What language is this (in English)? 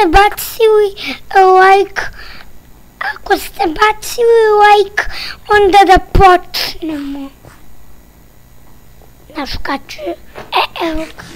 Serbian